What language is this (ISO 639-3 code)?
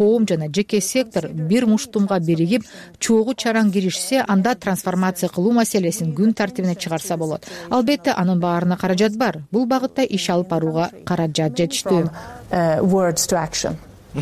kir